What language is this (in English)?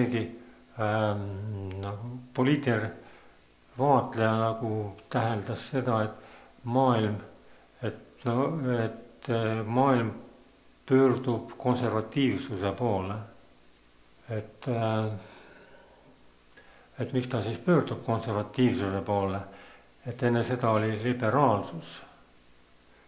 Estonian